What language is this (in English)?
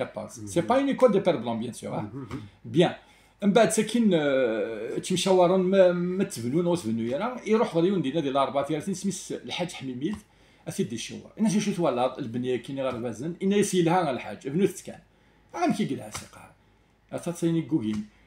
Kabyle